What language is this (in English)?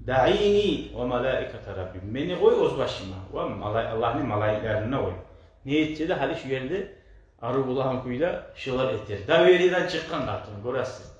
Kumyk